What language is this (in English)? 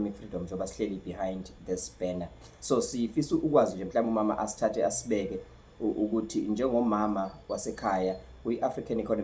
Zulu